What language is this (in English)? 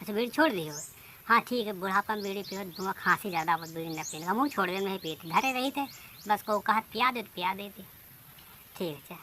Awadhi